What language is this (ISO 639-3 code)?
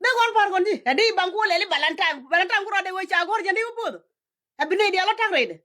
nus